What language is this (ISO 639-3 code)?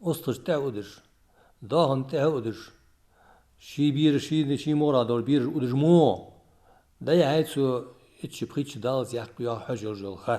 inh